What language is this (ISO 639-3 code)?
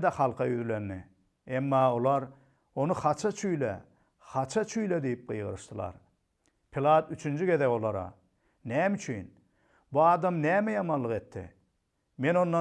tuk